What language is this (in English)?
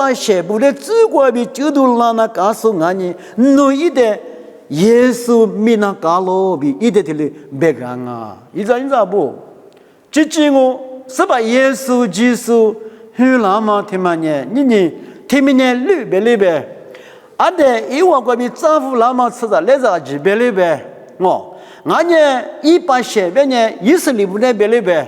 Lisu